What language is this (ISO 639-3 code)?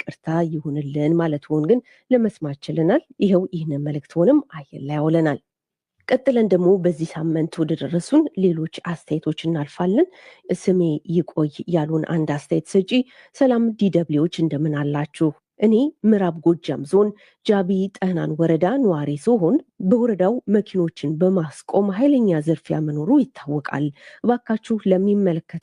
amh